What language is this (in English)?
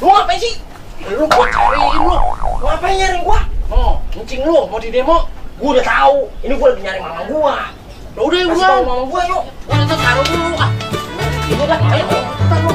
Betawi